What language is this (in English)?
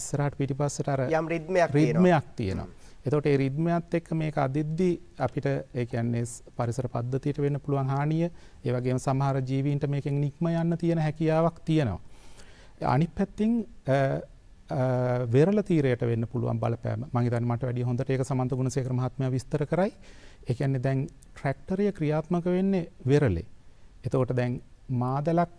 Sinhala